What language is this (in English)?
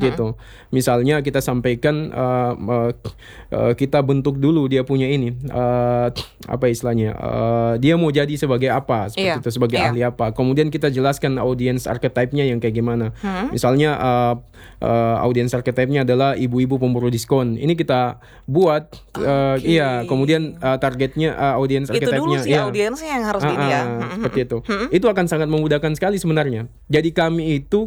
Indonesian